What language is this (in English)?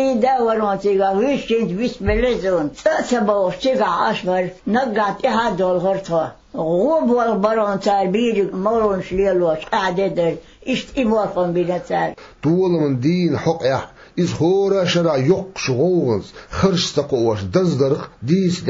Chechen